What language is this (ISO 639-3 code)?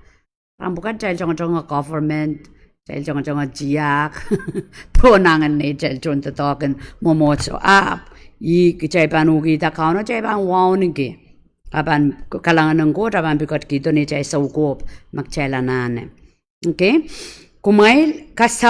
pon